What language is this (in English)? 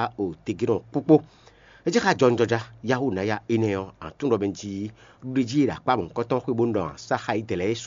Fon